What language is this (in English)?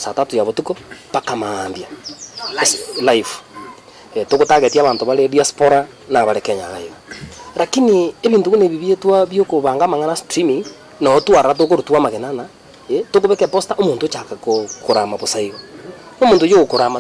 Gusii